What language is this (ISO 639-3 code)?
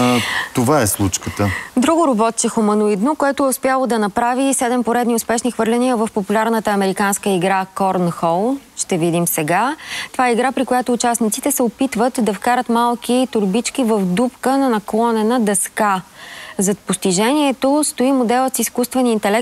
bul